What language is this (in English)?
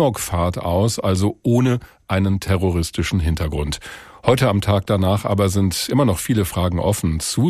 German